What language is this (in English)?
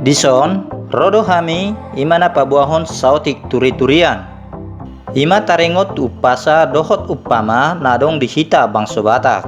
Batak Toba